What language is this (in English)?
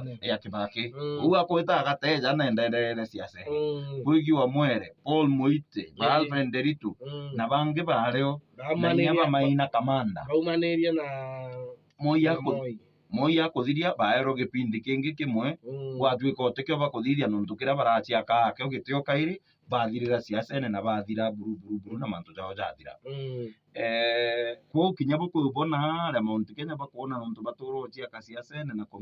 Meru